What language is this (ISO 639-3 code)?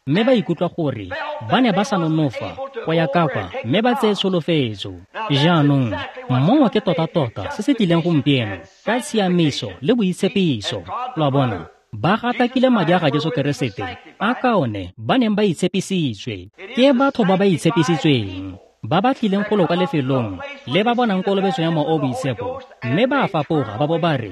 tsn